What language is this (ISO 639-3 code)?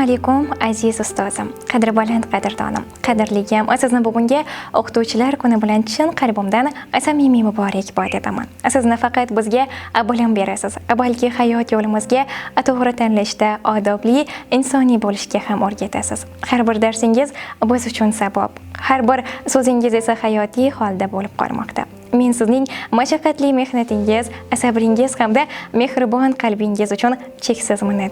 uzb